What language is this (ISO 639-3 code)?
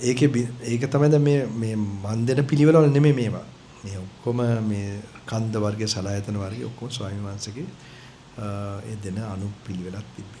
sin